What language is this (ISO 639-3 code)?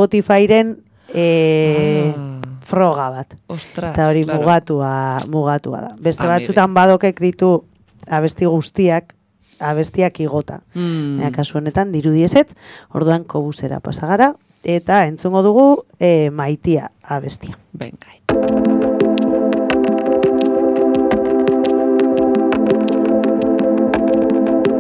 eus